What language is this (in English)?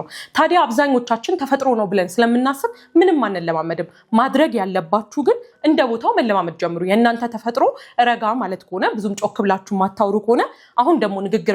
Amharic